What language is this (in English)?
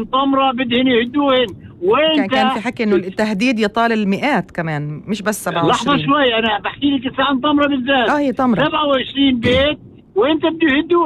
North Levantine Arabic